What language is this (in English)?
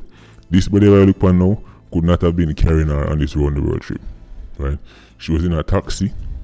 Jamaican Creole English